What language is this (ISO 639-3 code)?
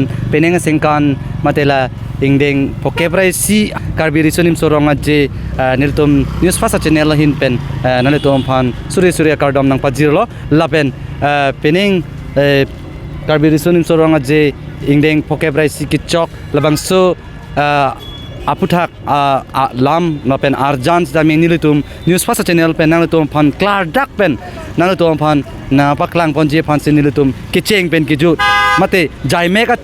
mjw